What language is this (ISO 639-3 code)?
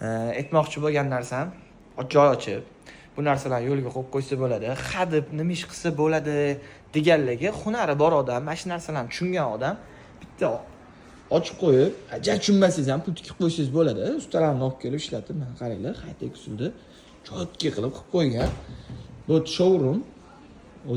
uzb